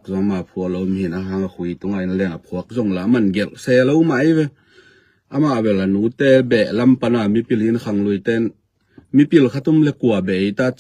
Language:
Tedim Chin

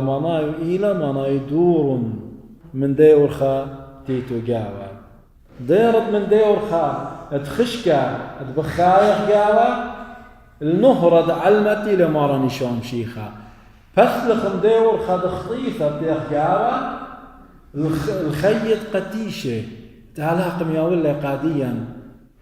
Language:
Assyrian Neo-Aramaic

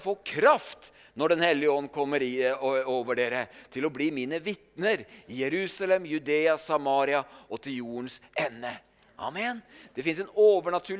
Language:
Norwegian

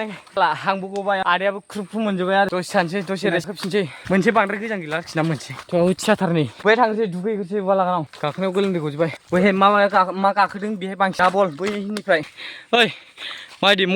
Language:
Bodo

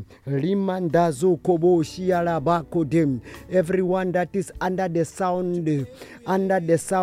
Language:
Tsonga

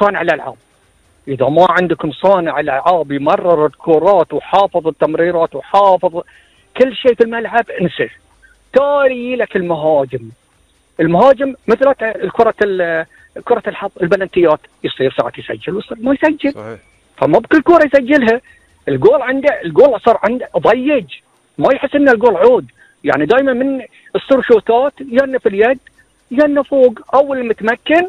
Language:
Gulf Arabic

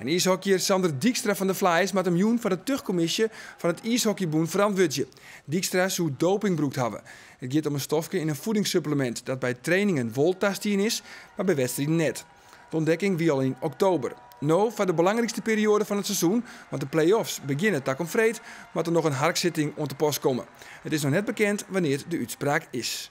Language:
Western Frisian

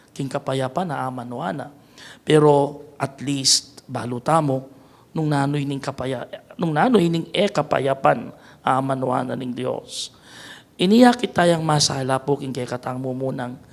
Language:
Pampanga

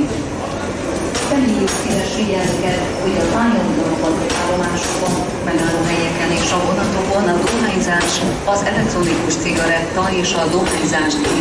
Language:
Hungarian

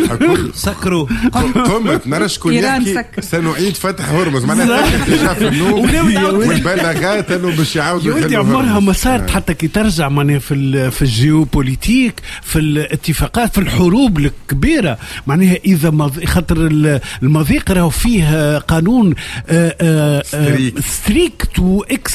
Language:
Tunisian Arabic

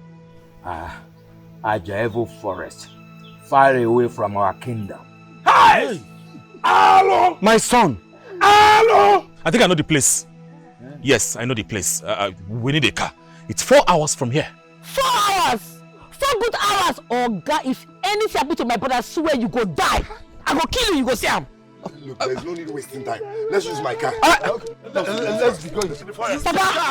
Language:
Nigerian Pidgin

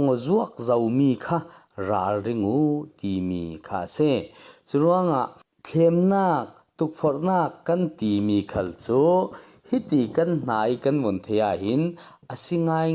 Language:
Falam Chin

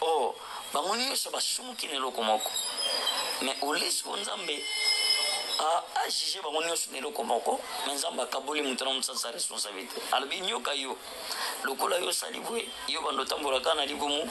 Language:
Lingala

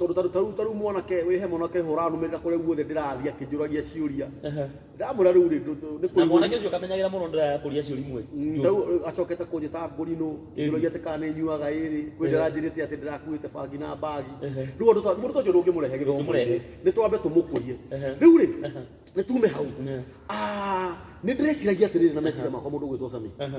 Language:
Kikuyu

